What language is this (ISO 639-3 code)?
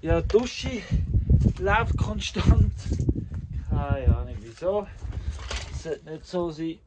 gsw